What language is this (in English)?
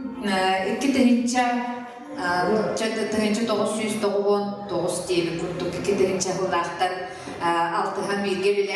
Yakut